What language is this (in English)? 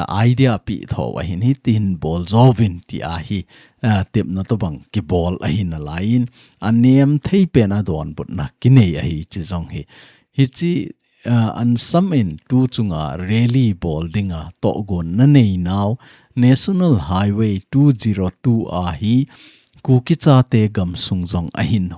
Thado Chin